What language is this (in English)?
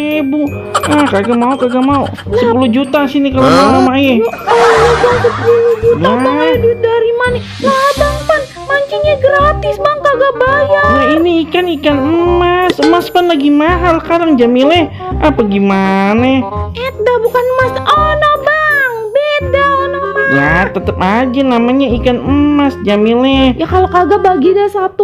Betawi